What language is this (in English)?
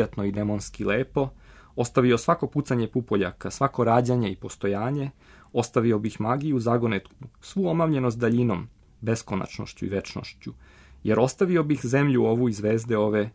Serbian